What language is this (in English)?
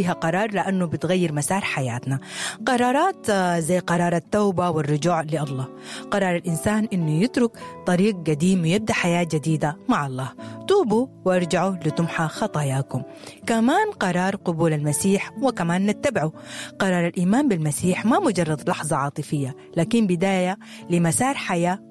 Sudanese Arabic